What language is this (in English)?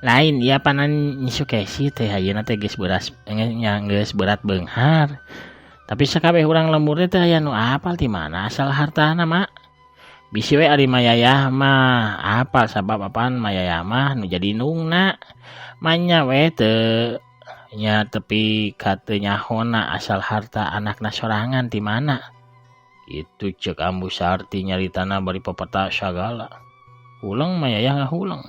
Sundanese